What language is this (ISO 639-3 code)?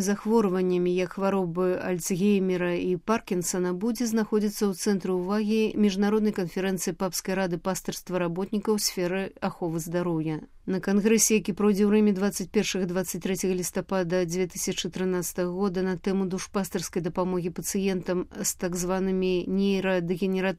bel